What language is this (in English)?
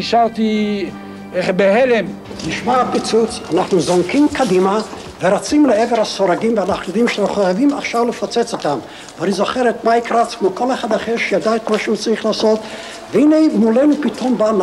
Hebrew